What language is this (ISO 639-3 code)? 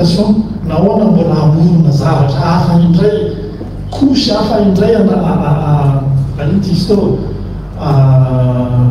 mlg